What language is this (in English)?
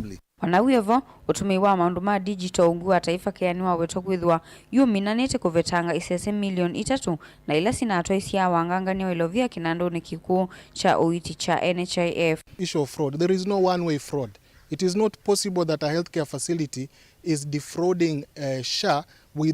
Kamba